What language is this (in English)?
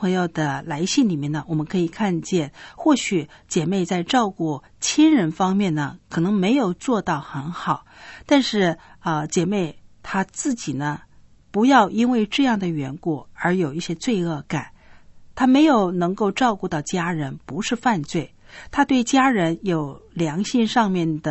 Chinese